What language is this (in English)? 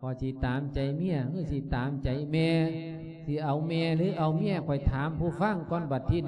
Lao